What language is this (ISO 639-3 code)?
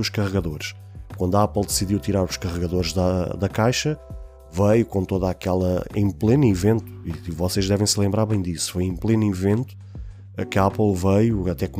por